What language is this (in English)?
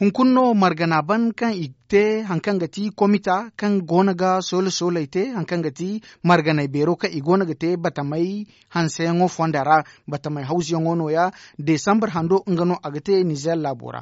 Zarma